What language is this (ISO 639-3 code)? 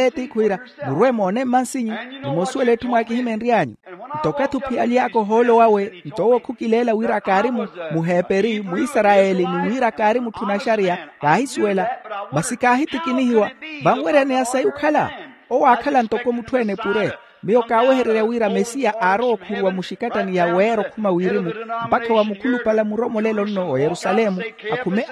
vmw